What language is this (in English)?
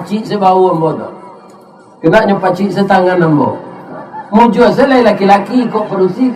Minangkabau